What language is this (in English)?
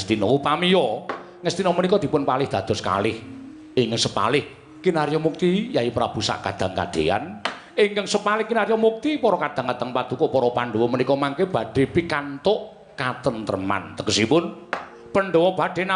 Javanese